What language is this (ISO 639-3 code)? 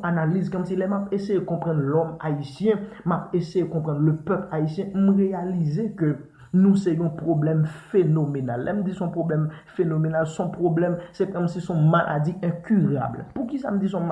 hat